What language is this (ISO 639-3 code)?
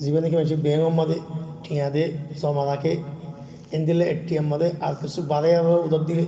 rhg